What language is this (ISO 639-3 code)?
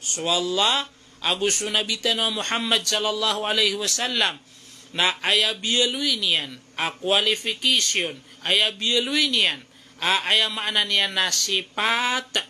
mrw